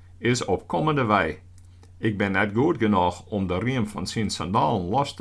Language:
Western Frisian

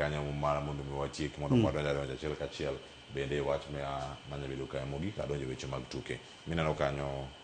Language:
Luo (Kenya and Tanzania)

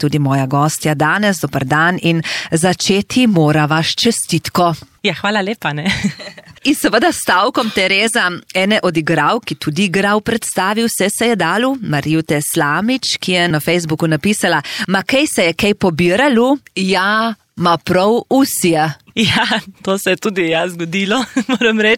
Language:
Slovenian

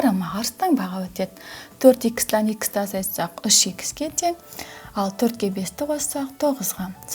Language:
Kazakh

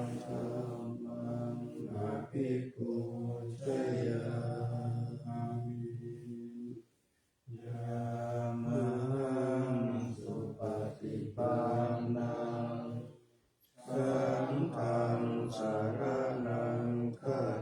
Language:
Pali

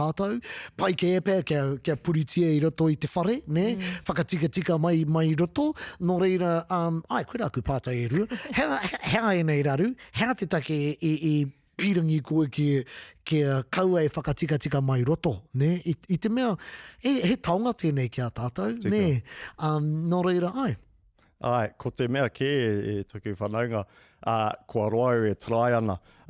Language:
Māori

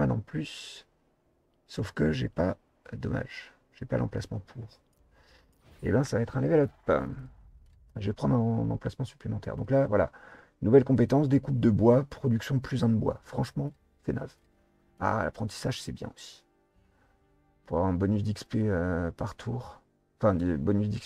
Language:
French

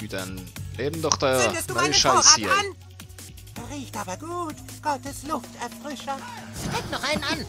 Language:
Swiss German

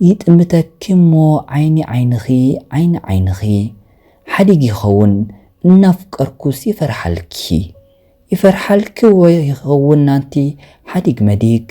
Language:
Tigrinya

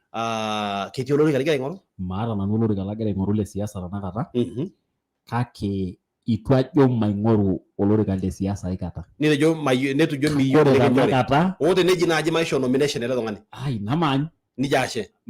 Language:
Masai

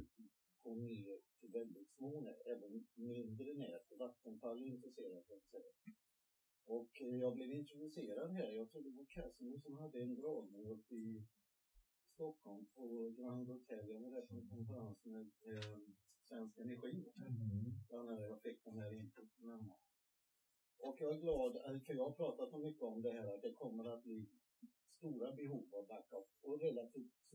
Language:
Swedish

